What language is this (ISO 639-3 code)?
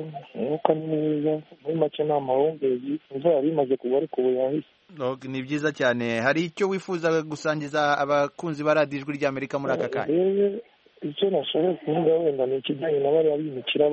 kin